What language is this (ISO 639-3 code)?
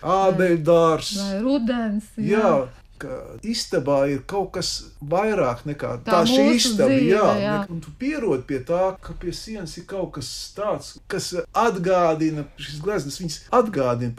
lav